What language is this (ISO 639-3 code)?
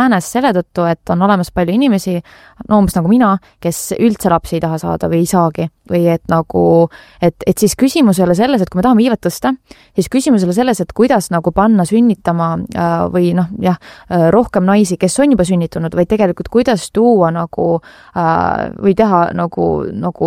est